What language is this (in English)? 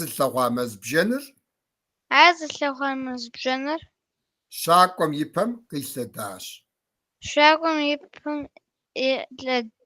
Kabardian